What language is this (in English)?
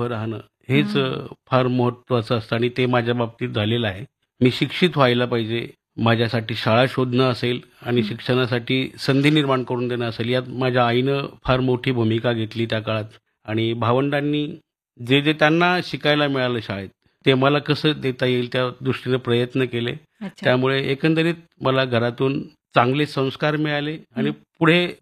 Marathi